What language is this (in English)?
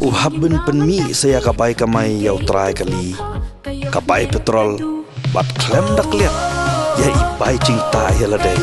Khasi